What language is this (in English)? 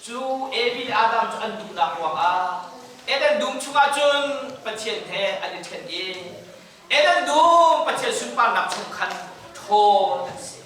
Hakha Chin